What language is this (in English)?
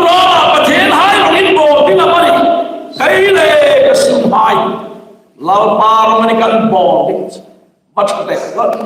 Hmar